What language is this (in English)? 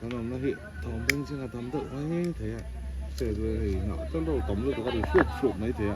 Mizo